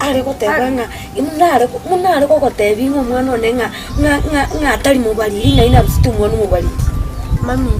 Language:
Gusii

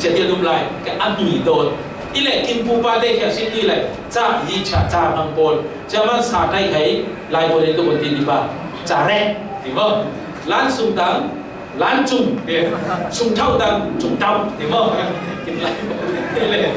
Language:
Falam Chin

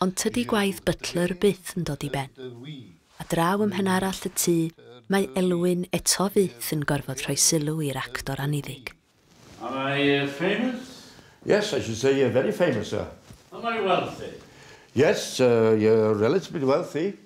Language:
Welsh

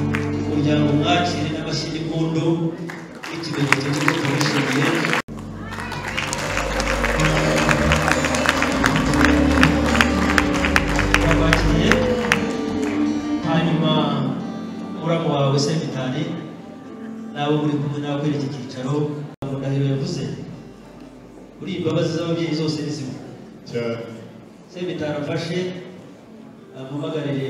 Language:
Kinyarwanda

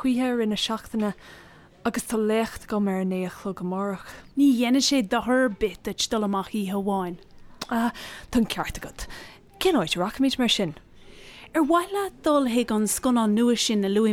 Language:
Irish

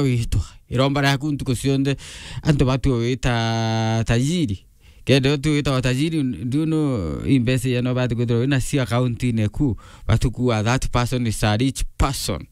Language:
Meru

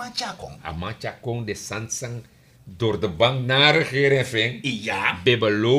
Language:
Sranan Tongo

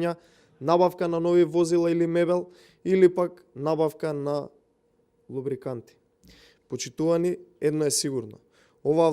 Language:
Macedonian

